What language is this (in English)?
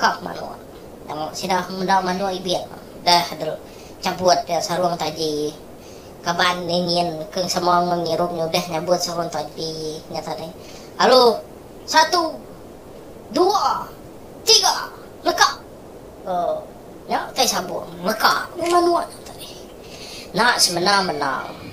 Iban